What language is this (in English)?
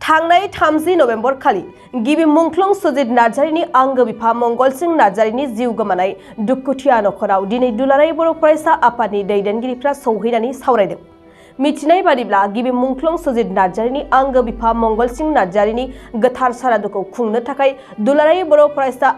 Bodo